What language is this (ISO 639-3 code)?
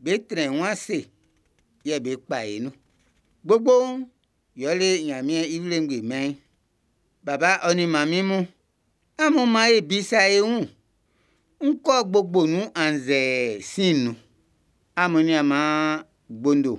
bci